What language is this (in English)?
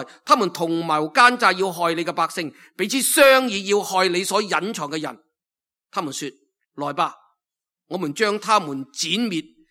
Cantonese